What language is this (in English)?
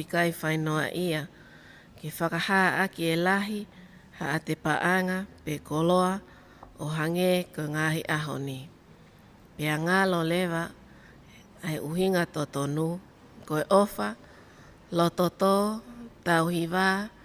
Tongan